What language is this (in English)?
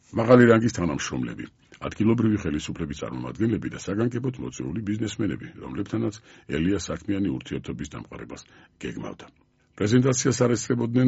Georgian